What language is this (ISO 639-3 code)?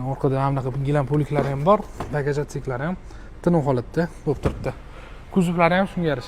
uzb